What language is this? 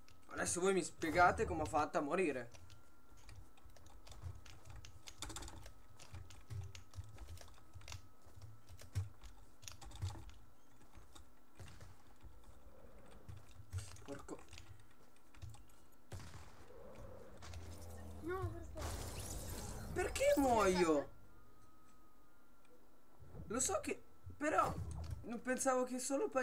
Italian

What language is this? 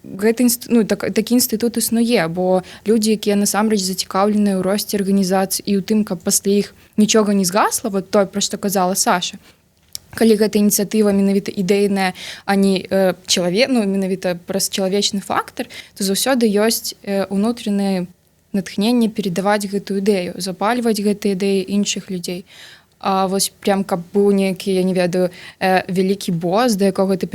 Belarusian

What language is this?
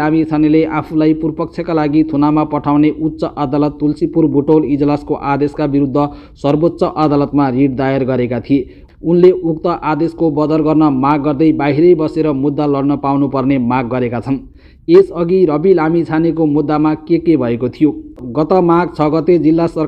Nepali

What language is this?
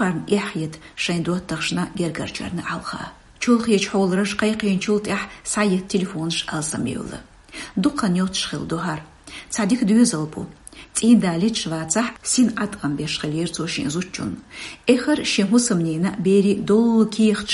Chechen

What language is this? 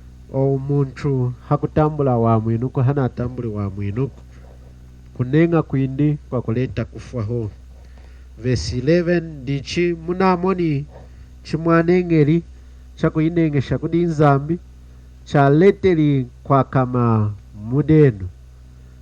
Lunda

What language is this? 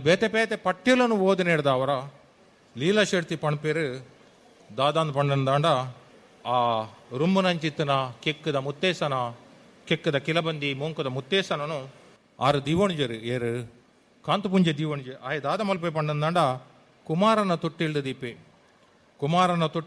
Tulu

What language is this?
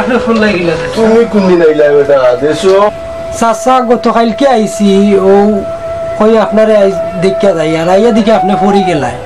Sylheti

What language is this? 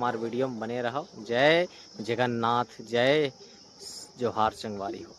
Chhattisgarhi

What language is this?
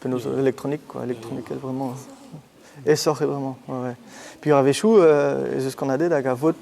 Breton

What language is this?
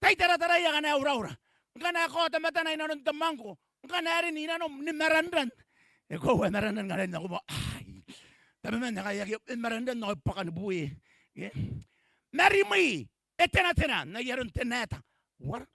Gilbertese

